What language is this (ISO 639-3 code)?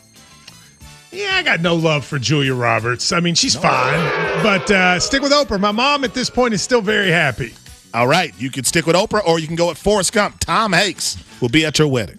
eng